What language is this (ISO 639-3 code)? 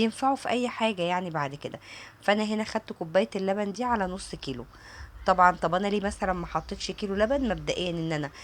arz